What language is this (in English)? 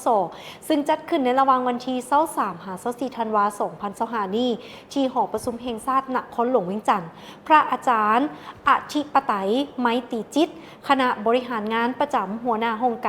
Lao